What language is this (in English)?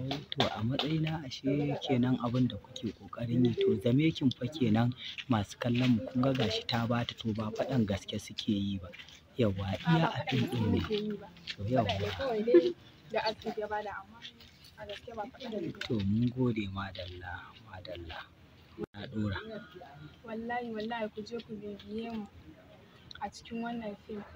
Hausa